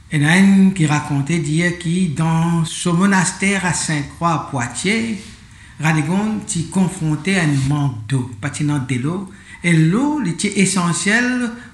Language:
Morisyen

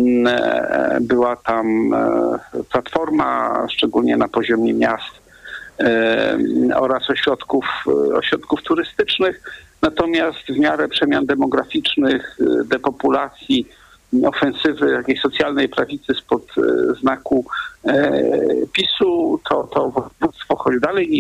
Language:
Polish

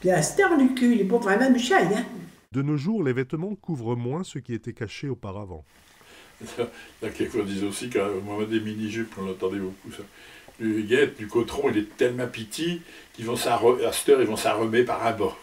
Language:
Picard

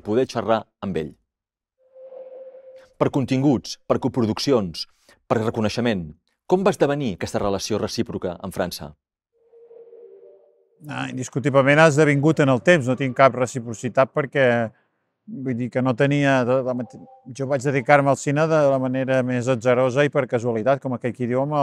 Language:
Catalan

